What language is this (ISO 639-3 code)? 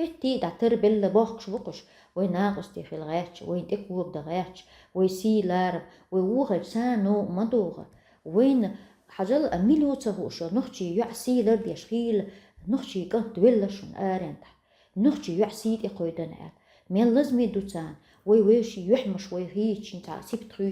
che